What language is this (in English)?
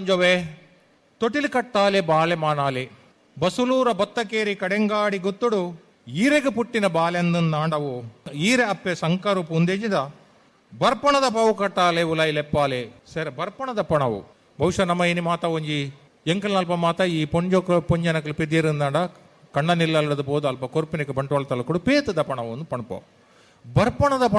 Tulu